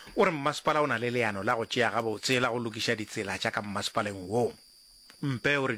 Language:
Northern Sotho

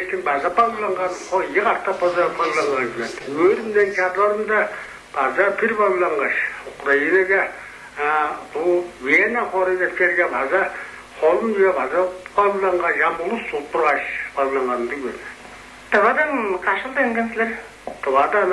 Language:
Tuvinian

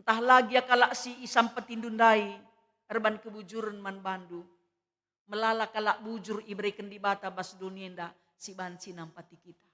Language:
Batak Karo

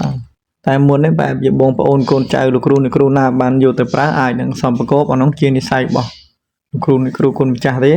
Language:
Khmer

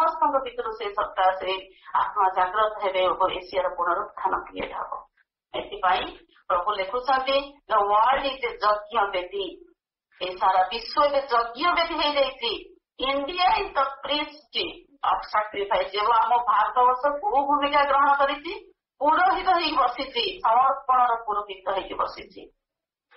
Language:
Odia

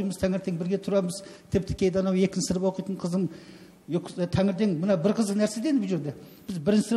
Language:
Kazakh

